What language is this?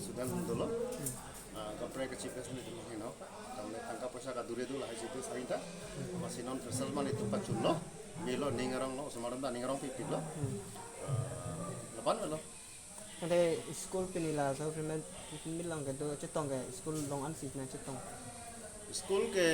Karbi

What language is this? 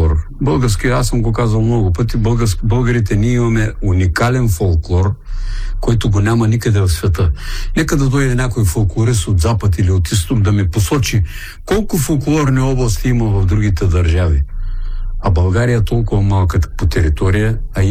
Bulgarian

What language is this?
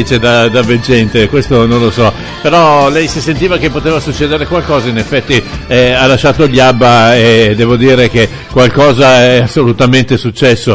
Italian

